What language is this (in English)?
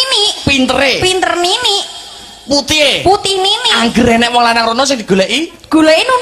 Javanese